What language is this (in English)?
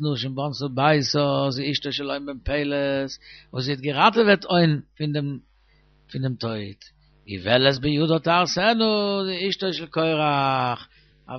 Yiddish